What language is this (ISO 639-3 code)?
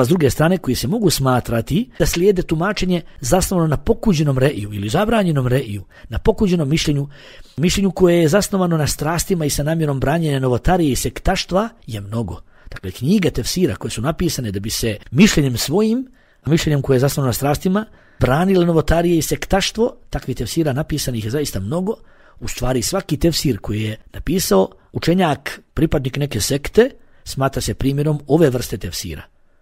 bos